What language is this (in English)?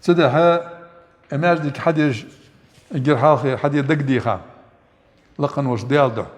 Ingush